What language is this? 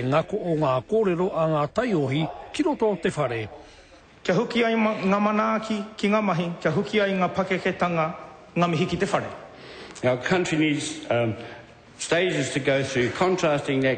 Māori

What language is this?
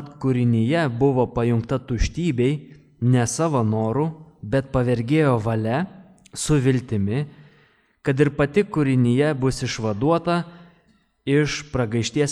Lithuanian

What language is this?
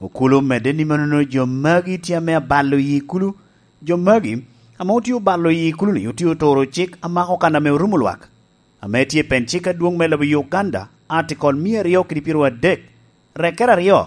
Lango (Uganda)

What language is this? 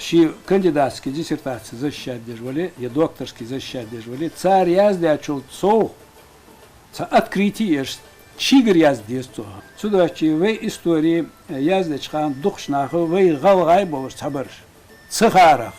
Ingush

